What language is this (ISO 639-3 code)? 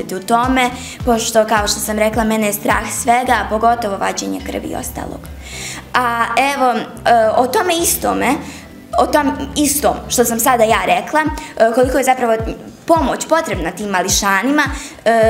bos